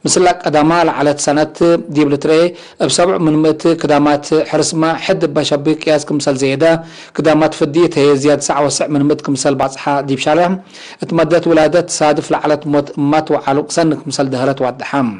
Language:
Tigre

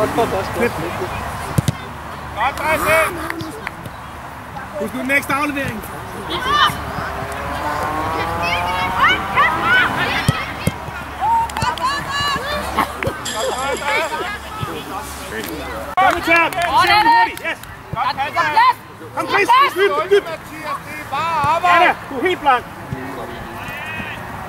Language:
Danish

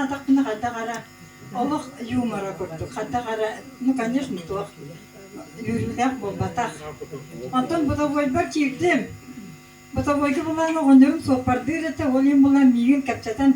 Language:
Yakut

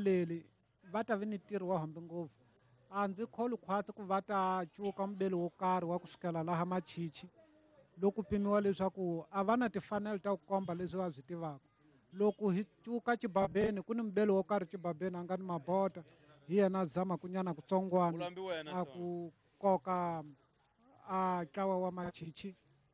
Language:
Tsonga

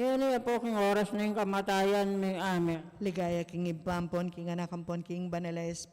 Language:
Pampanga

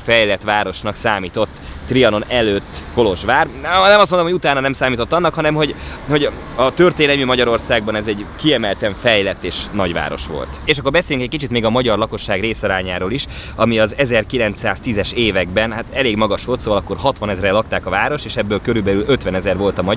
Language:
Hungarian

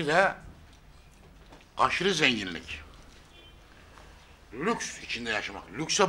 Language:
Turkish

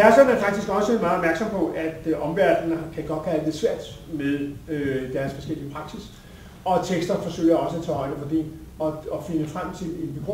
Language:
Danish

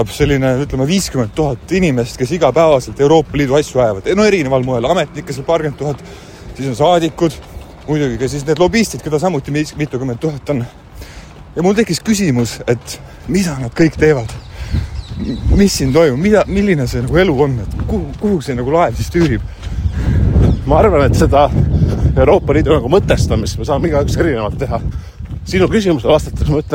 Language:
Estonian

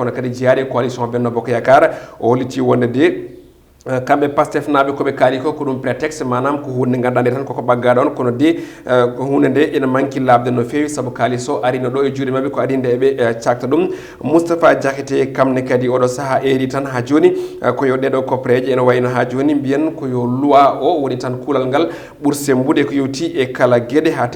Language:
Fula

